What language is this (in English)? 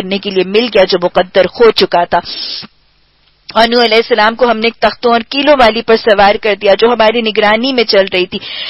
Urdu